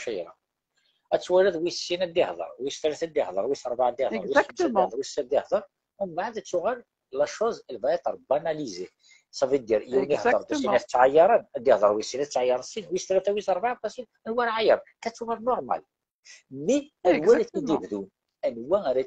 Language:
Kabyle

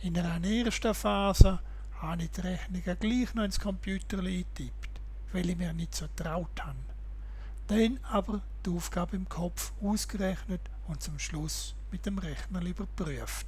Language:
Swiss German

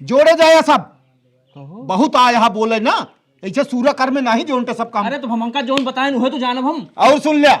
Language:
Awadhi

